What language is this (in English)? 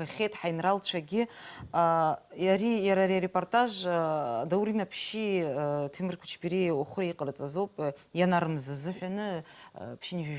Abkhazian